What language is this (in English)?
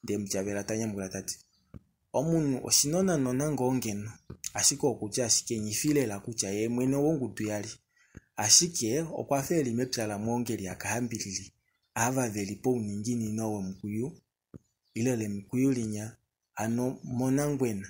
Kuanyama